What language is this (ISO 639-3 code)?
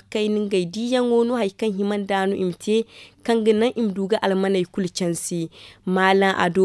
dje